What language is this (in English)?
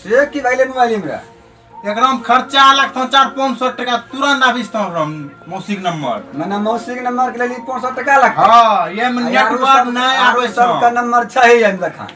Maithili